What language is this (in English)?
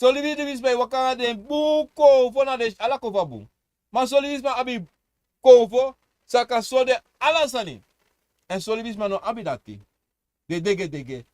Sranan Tongo